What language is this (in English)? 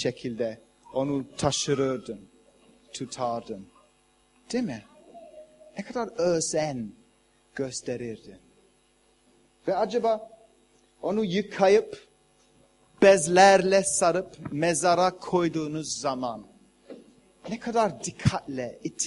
Turkish